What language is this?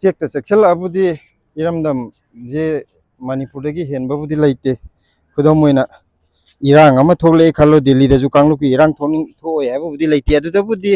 Manipuri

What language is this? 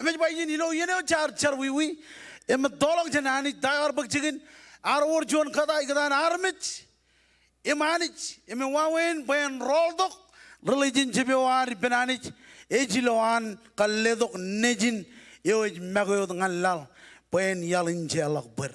Marshallese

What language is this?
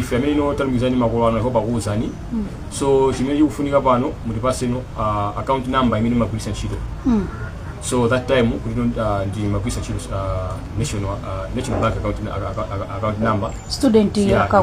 Nyanja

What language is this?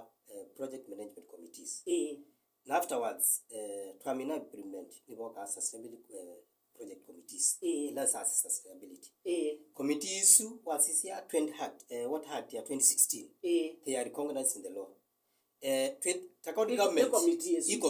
Kamba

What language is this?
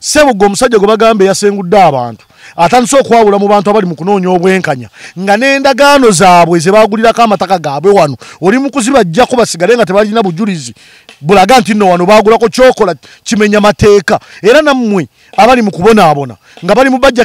Ganda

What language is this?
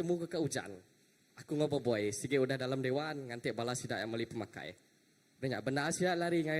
Iban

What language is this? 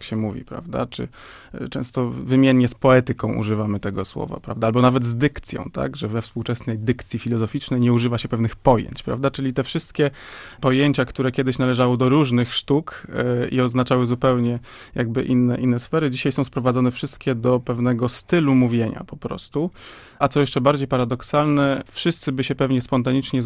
Polish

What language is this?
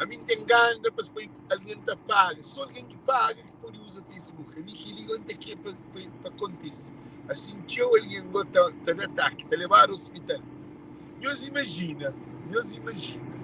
Kabuverdianu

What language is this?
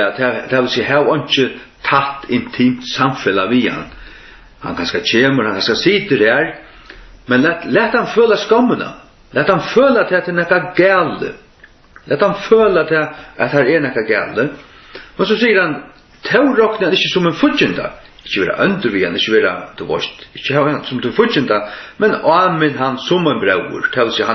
Faroese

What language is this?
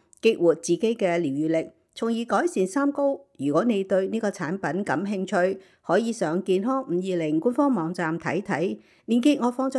Cantonese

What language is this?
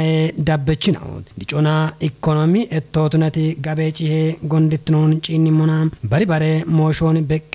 Kafa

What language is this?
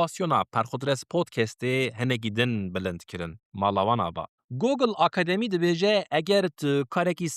Kurdish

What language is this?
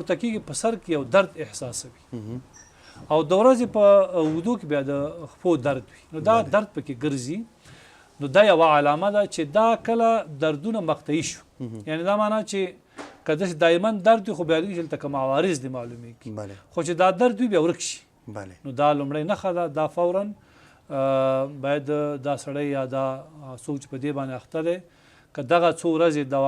Pashto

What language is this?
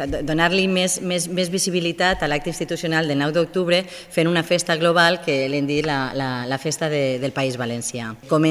Catalan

